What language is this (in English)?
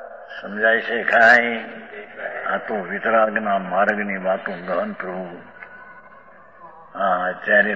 Gujarati